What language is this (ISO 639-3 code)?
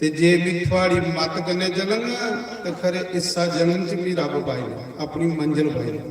doi